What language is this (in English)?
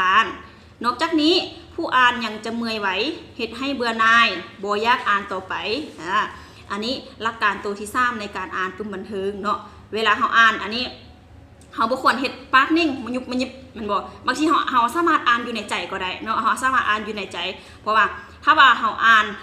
Lao